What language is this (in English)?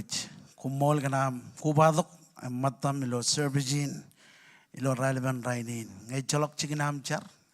Marshallese